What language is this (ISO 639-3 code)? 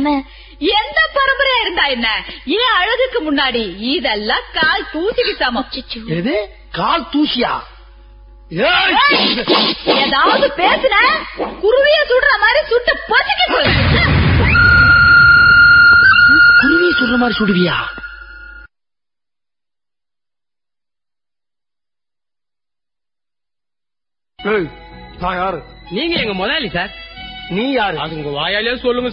tam